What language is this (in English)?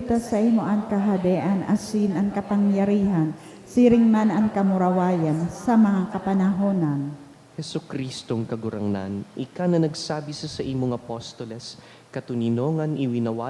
Bikol